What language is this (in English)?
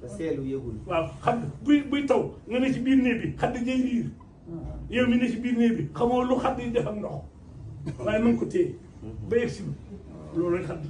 Wolof